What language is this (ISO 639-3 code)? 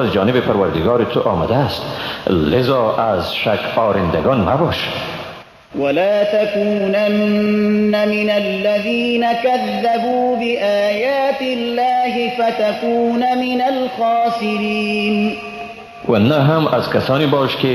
fas